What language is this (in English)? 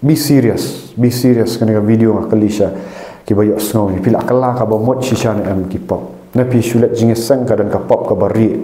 Khasi